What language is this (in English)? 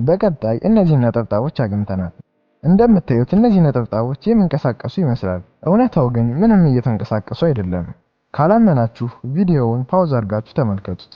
Amharic